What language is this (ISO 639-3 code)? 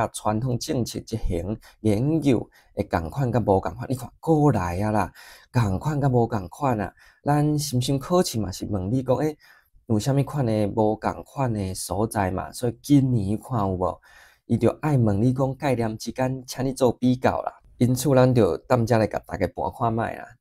nan